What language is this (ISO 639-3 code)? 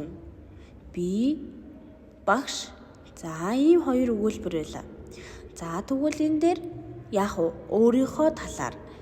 mon